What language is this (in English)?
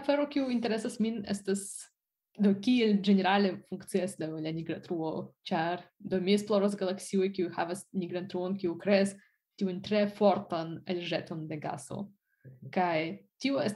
Esperanto